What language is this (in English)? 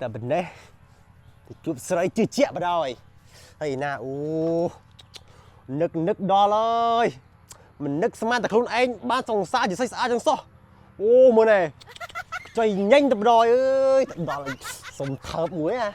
Khmer